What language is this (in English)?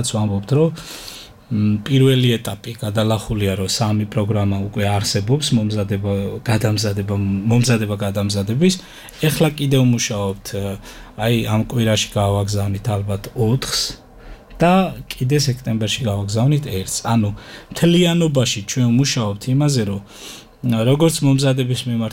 Georgian